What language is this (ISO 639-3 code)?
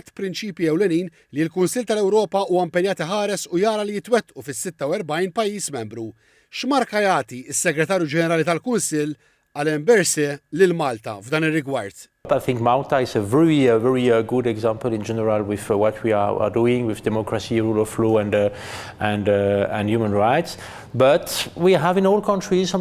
mlt